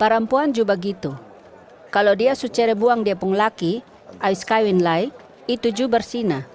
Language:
Kupang Malay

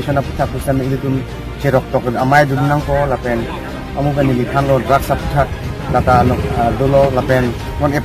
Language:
Karbi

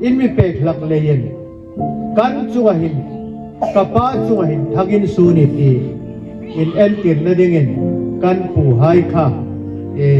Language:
Hmar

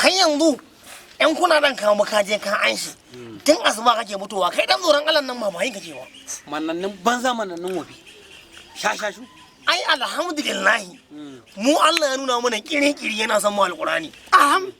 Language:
Hausa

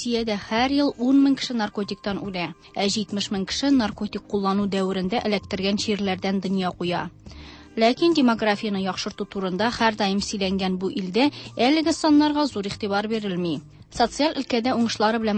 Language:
Tatar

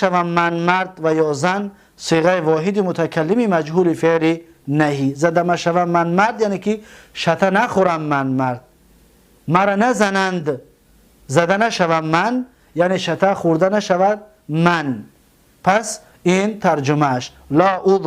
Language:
Tajik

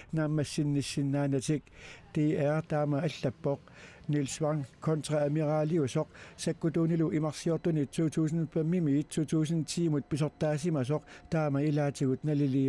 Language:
Kalaallisut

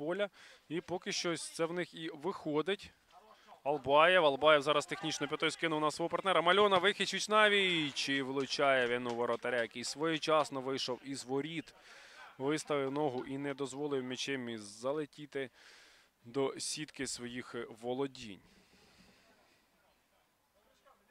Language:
Ukrainian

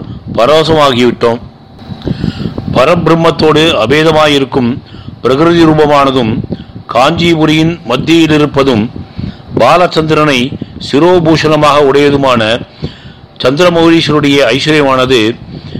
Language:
Tamil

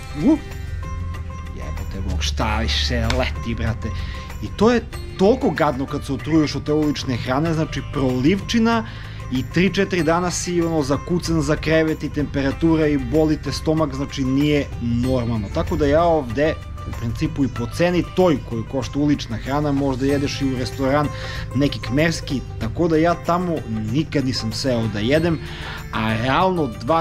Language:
Serbian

